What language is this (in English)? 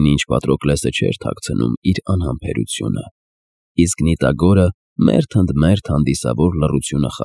Armenian